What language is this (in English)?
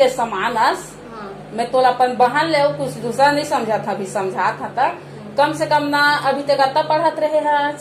Chhattisgarhi